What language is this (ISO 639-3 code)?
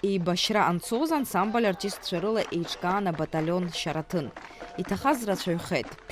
abk